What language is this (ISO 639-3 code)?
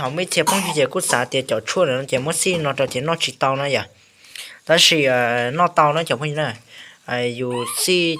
hmn